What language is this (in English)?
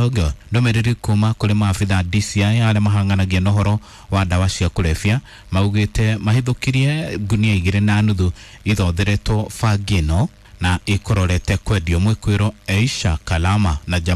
Kikuyu